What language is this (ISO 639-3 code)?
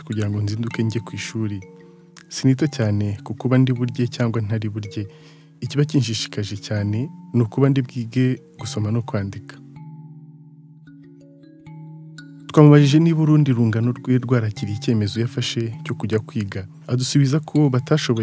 kin